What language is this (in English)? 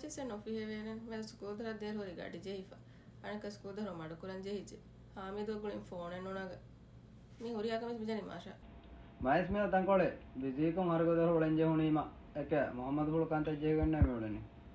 Divehi